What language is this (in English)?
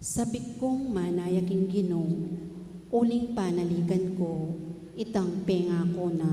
Pampanga